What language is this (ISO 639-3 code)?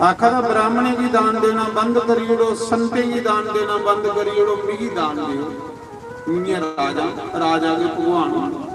doi